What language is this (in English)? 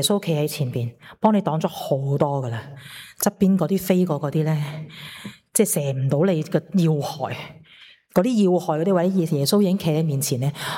Cantonese